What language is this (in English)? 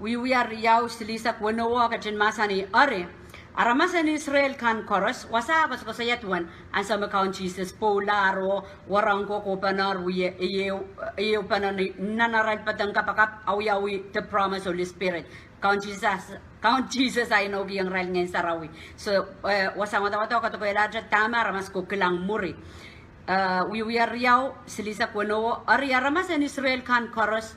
Pohnpeian